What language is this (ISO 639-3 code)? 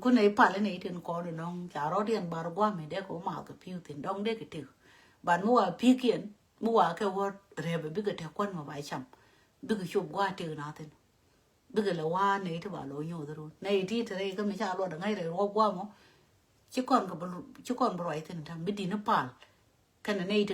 nus